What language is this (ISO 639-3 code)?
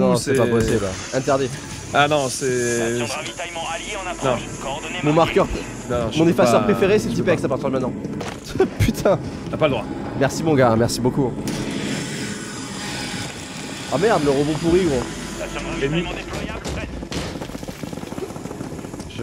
fra